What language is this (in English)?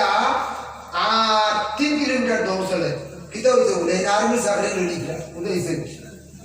Sylheti